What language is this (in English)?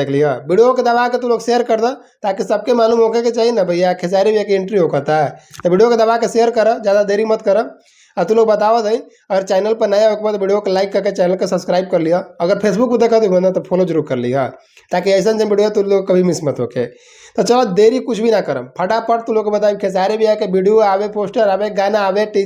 Bhojpuri